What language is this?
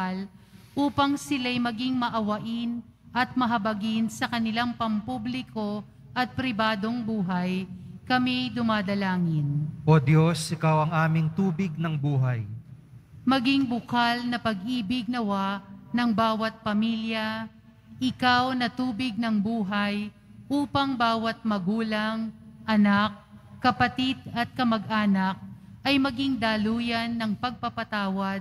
Filipino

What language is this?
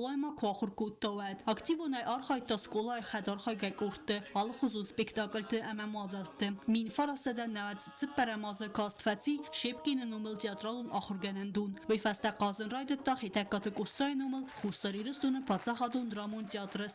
Ossetic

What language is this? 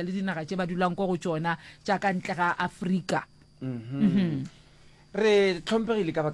Northern Sotho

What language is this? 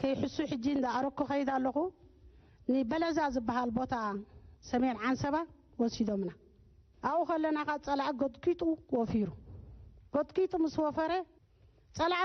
Tigrinya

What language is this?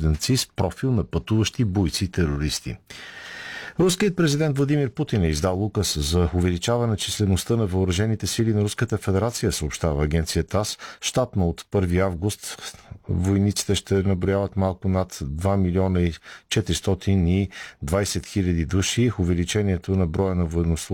Bulgarian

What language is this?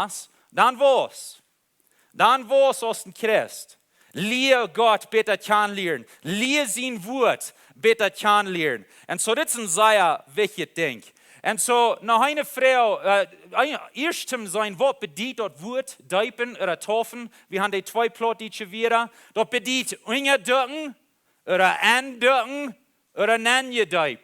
Plautdietsch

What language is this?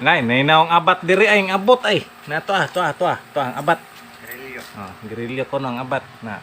Cebuano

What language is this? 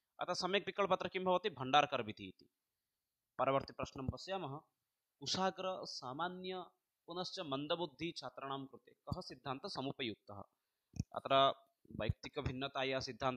Sanskrit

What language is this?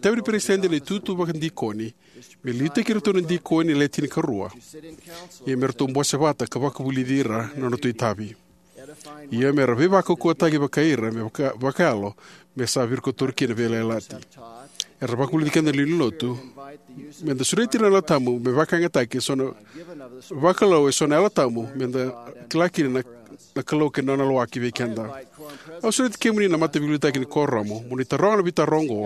Fijian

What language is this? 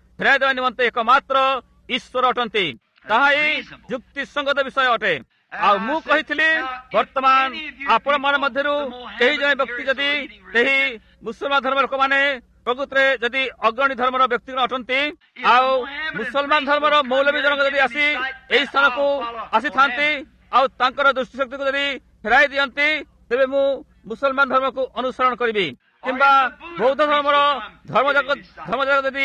Odia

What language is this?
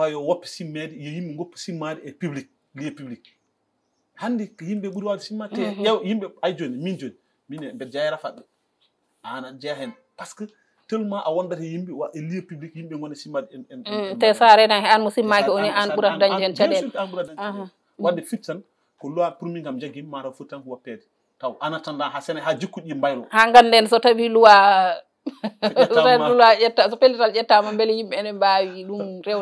Fula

